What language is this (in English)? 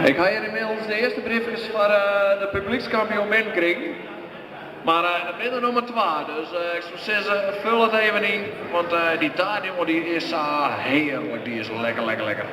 Western Frisian